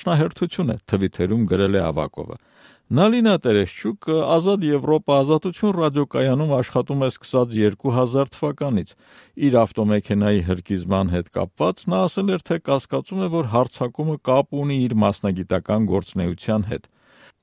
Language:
Armenian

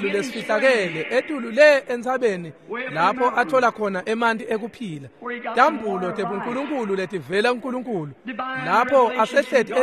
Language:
Swati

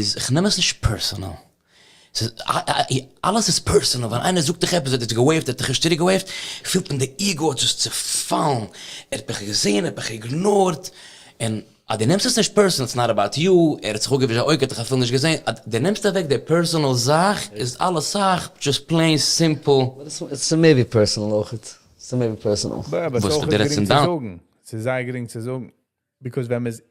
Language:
Yiddish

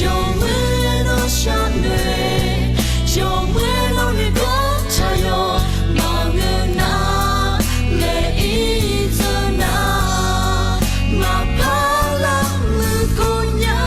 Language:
Akha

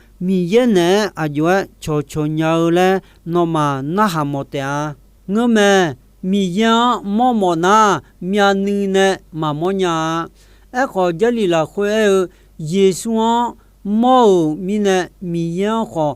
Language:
Akha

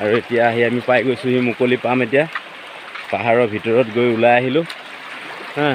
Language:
Assamese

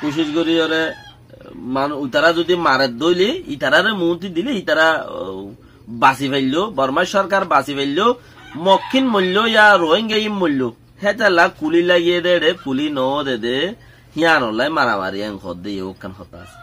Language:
Rohingya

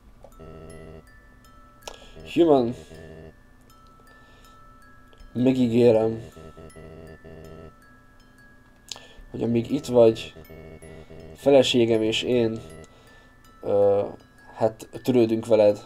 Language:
Hungarian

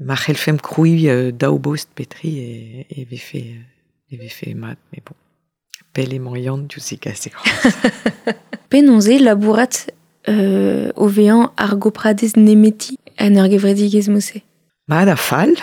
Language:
Breton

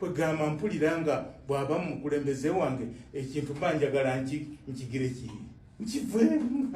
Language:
Ganda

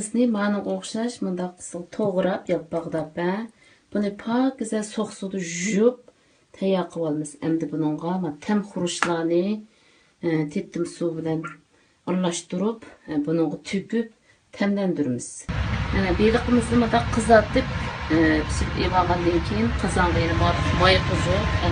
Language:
Uyghur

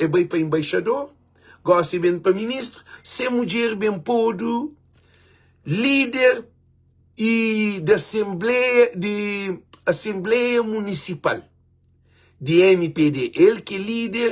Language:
Kabuverdianu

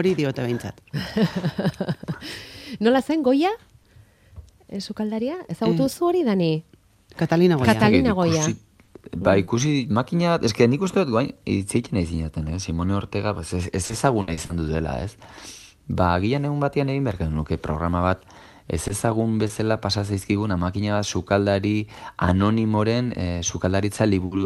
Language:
Basque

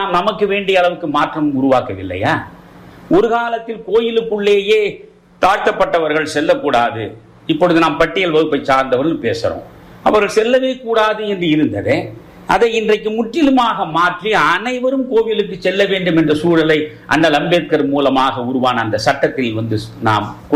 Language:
Tamil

